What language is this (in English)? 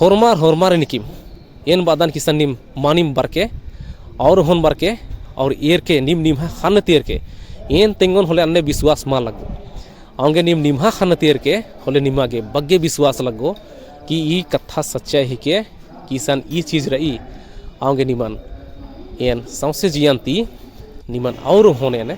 Kurukh